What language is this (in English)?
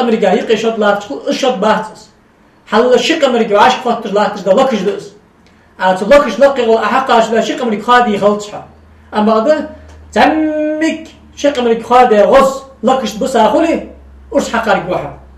Ingush